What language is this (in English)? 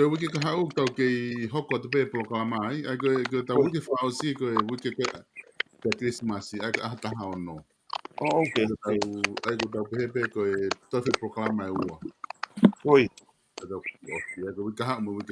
Tongan